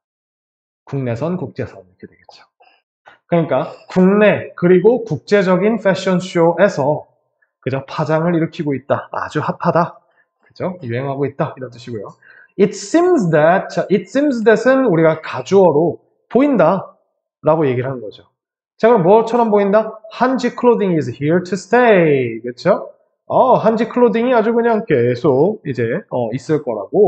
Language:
Korean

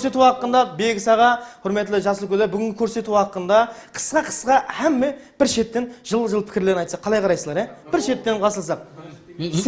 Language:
Kara-Kalpak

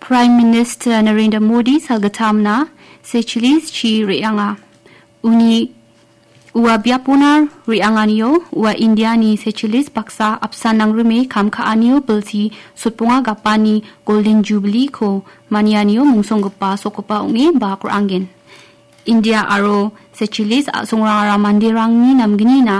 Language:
Garo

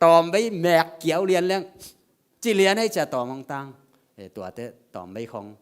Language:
Tedim Chin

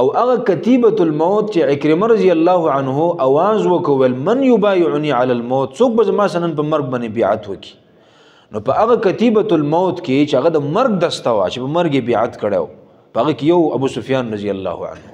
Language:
Pashto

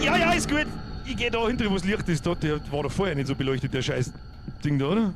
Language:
Bavarian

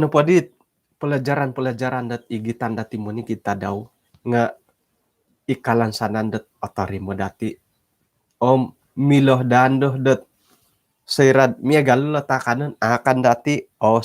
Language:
Central Dusun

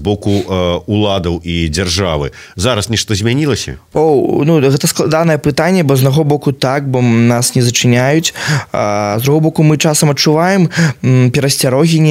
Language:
Belarusian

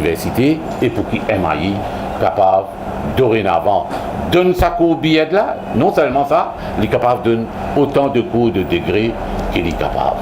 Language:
Morisyen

